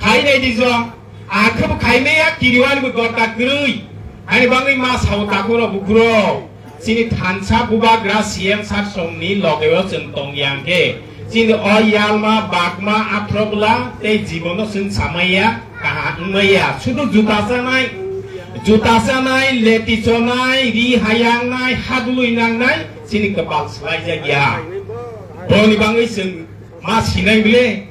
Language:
Kok Borok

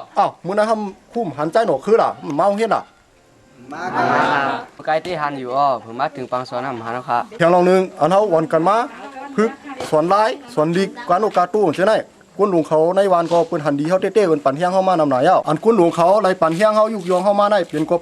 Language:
Shan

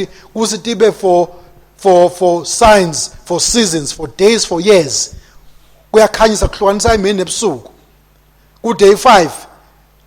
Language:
Swati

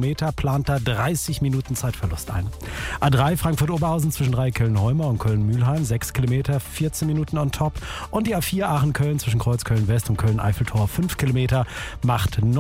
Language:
German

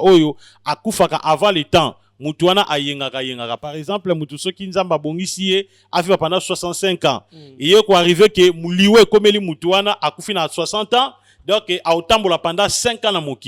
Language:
Lingala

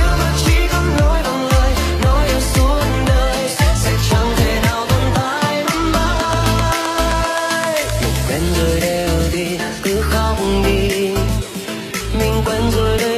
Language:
Vietnamese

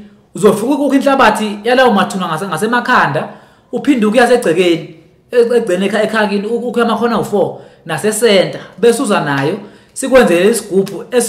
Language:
Zulu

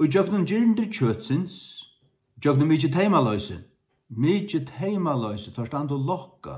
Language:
Faroese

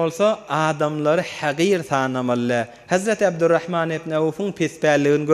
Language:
Turkmen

